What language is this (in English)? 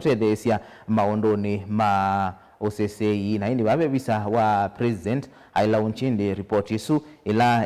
Kamba